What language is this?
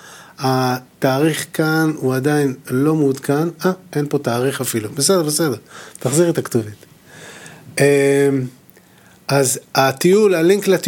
Hebrew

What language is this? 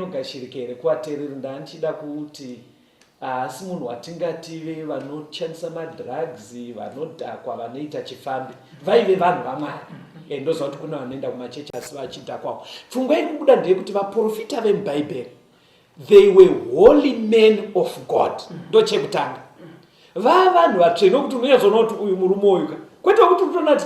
Shona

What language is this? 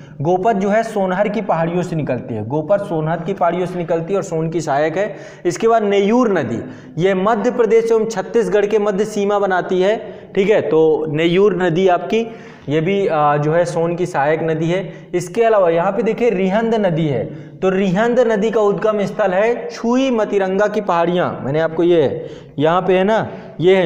Hindi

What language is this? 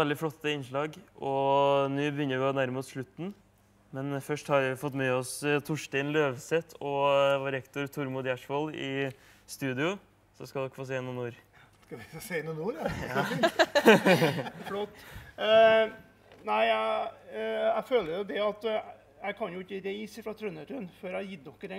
Norwegian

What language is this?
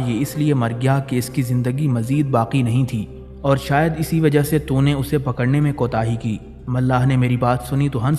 Urdu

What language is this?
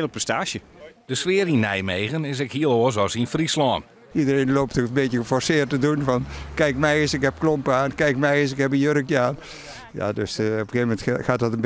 Western Frisian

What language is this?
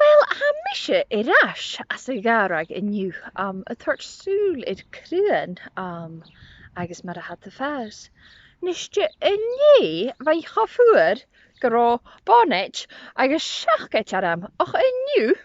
Scottish Gaelic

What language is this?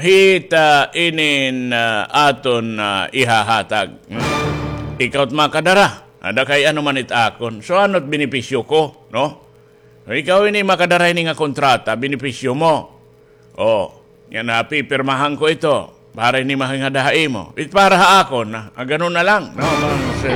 Waray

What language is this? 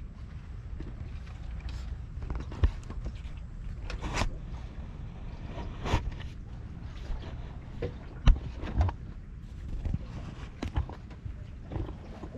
Malay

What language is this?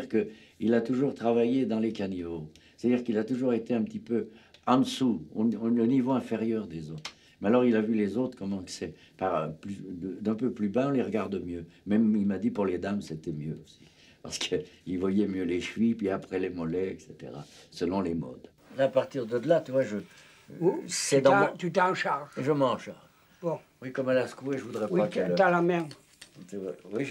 French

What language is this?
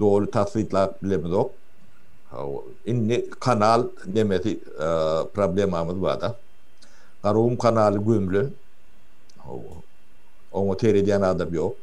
Turkmen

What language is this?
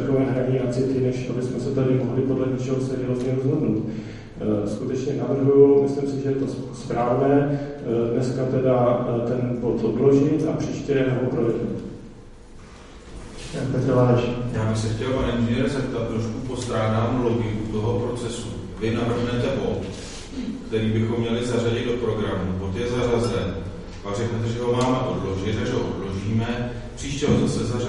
Czech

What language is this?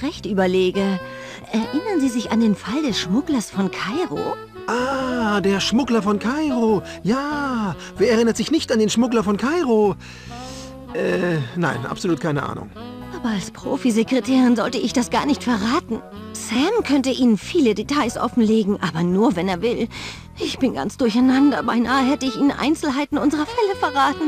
Bavarian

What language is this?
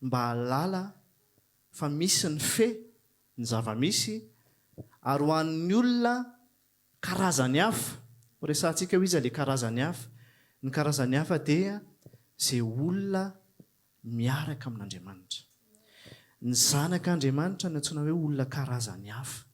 Malagasy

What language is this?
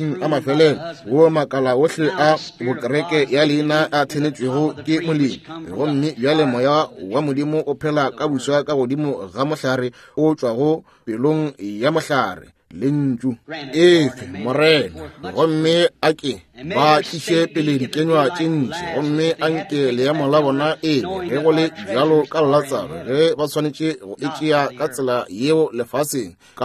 Northern Sotho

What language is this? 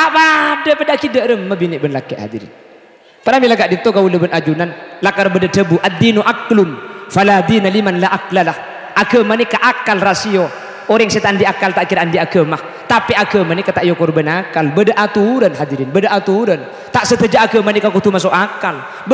Madurese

